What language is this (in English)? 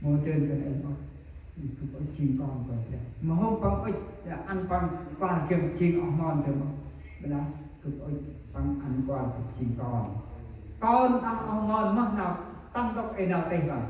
Central Mnong